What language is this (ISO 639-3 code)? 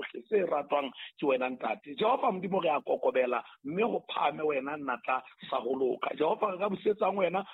sot